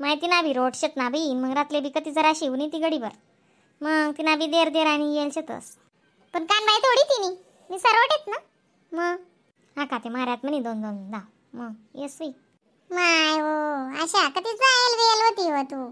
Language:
Khandesi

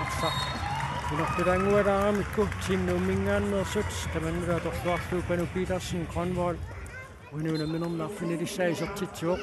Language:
Kalaallisut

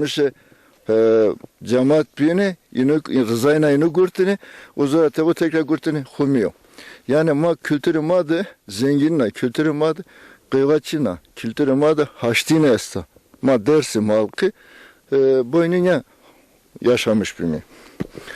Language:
Zaza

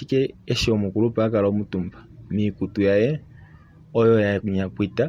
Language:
Kuanyama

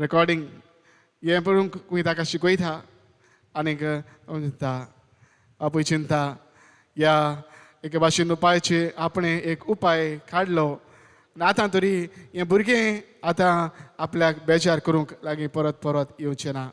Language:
Konkani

